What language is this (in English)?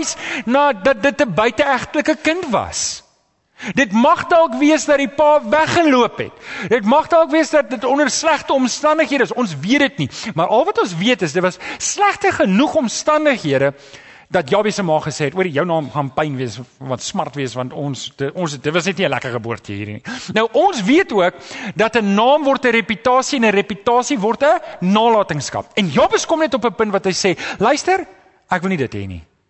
Afrikaans